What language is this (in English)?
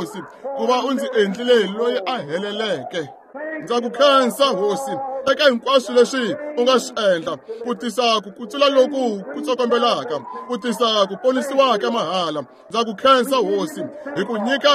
Tsonga